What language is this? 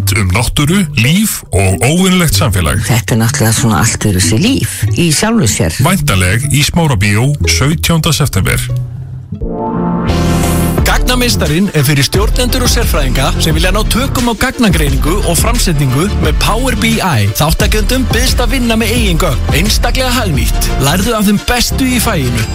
Icelandic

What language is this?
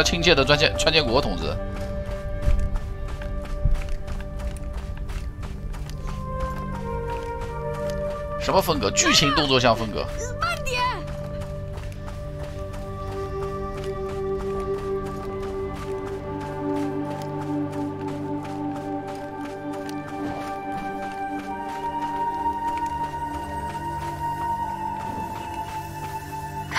Chinese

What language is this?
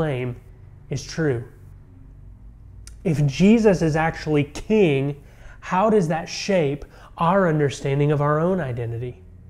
English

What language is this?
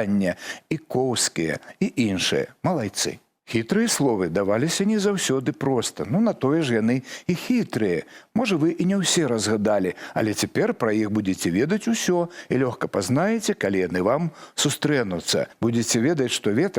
Belarusian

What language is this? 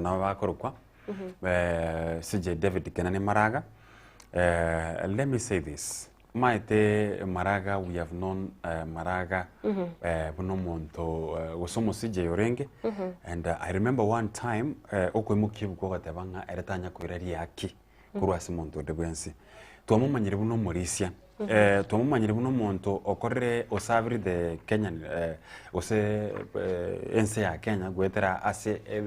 Gusii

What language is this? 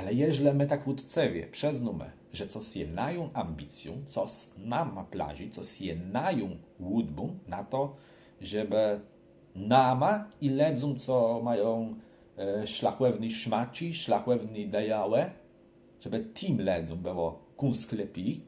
Kashubian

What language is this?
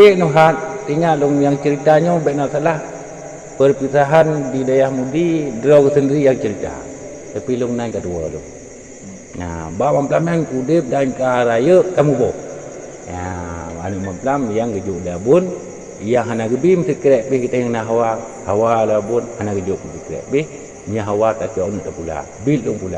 Achinese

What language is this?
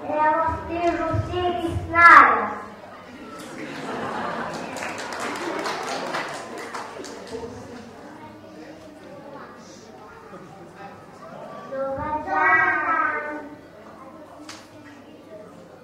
Serbian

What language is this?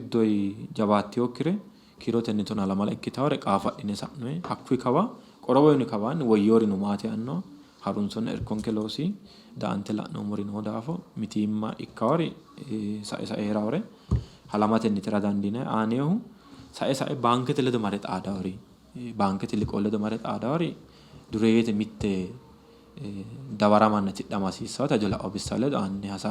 Sidamo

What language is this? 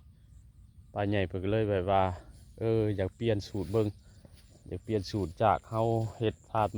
Northeastern Thai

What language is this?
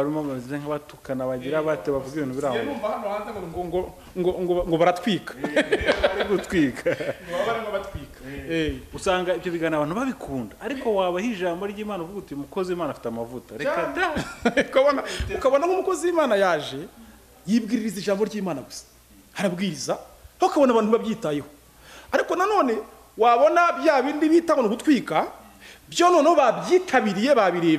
Kinyarwanda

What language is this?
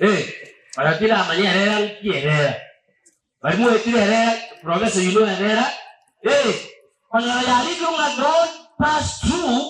Gusii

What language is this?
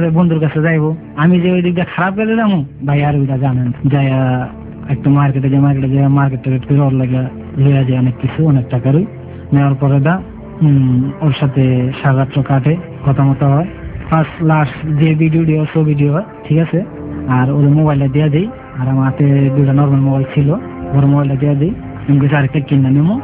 Bangla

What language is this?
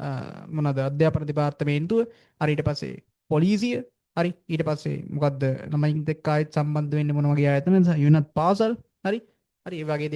Sinhala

